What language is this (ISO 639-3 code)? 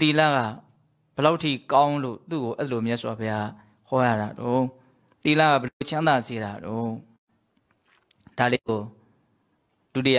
mya